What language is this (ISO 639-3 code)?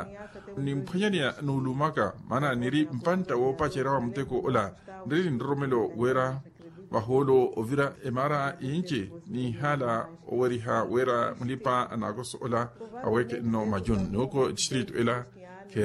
vmw